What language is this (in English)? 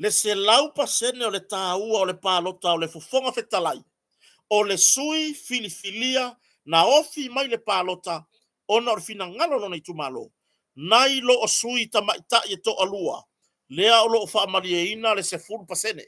Samoan